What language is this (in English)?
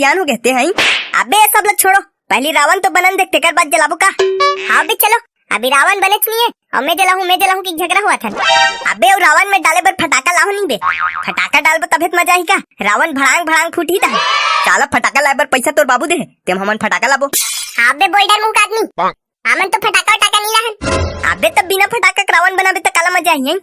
Chhattisgarhi